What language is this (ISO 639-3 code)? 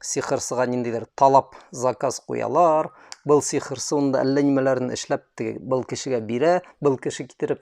bak